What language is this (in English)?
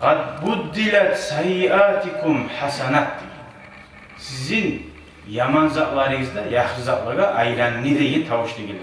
Kumyk